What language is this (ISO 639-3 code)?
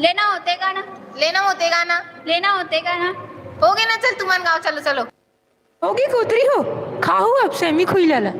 hne